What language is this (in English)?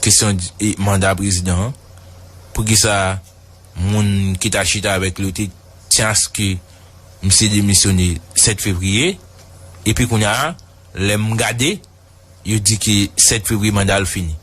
Haitian Creole